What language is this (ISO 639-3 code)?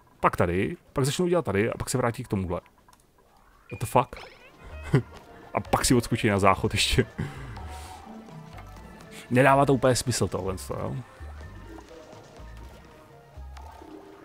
ces